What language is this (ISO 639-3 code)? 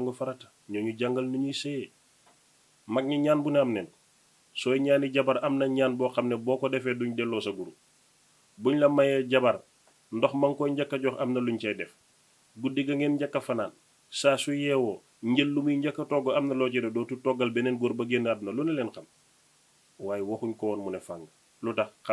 wol